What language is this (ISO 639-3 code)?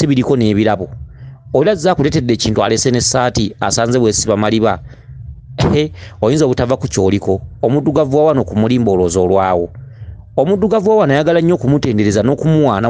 lug